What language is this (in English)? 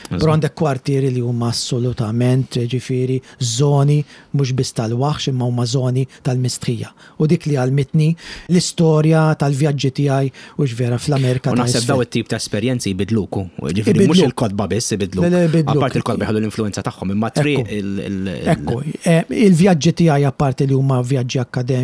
Maltese